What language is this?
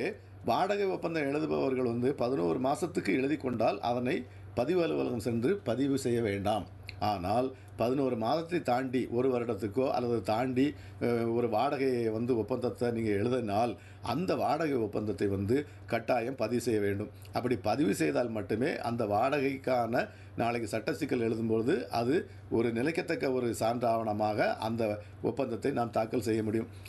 Tamil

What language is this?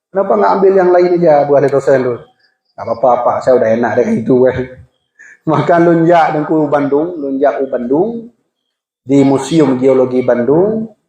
Achinese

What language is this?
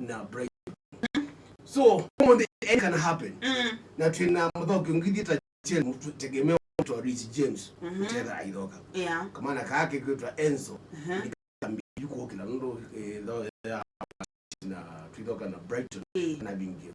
Kamba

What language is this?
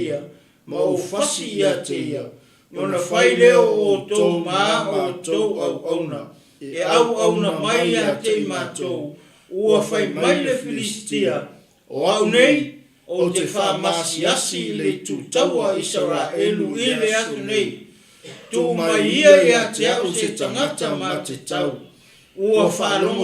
Samoan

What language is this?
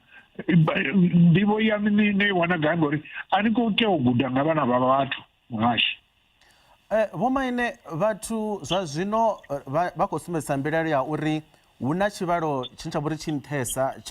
Venda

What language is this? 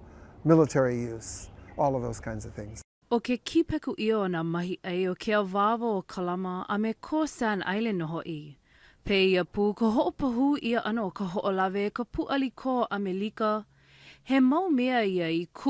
Hawaiian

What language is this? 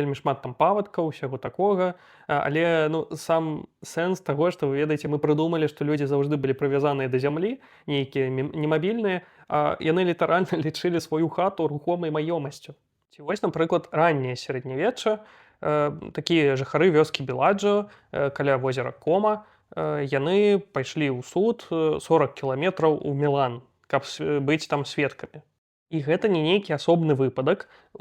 Belarusian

